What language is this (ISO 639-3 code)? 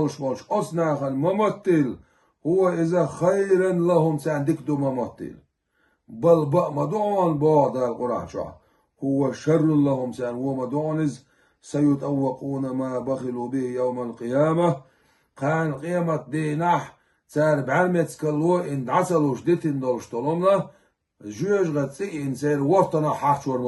che